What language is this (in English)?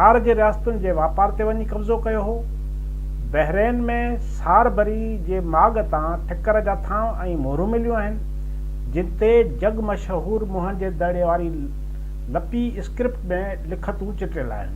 Sindhi